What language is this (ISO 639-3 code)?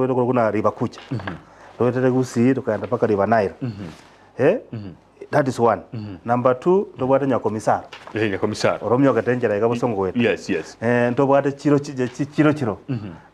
guz